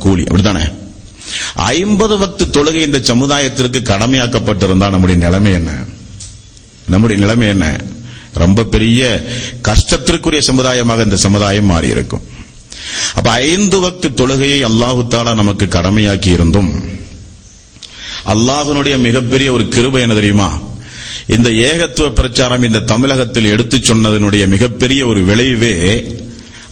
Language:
Tamil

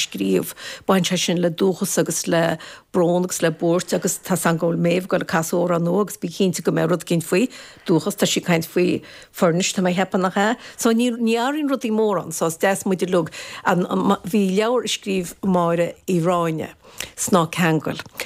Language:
Irish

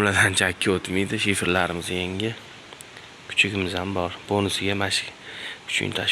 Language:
Uzbek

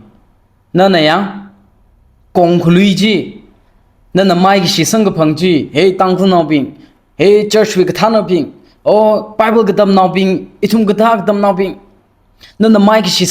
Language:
Tangkhul Naga (India)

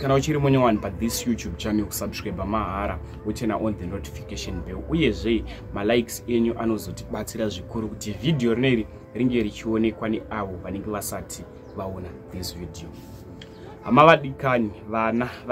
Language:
Shona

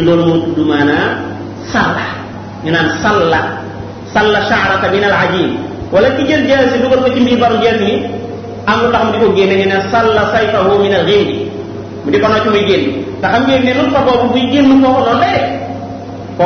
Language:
Wolof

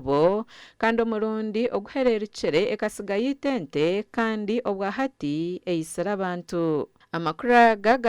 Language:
Nyankole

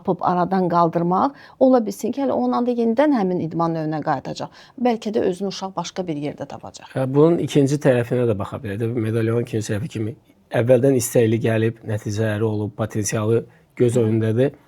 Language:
Azerbaijani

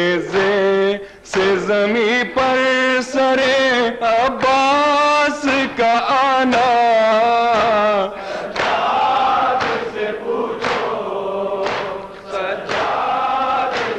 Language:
Urdu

